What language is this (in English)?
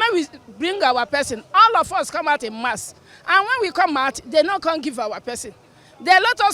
Nigerian Pidgin